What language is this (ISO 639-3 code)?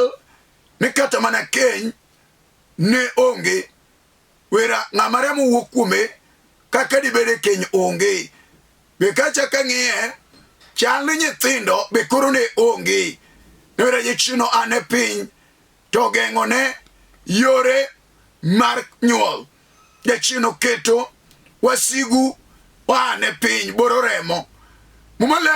luo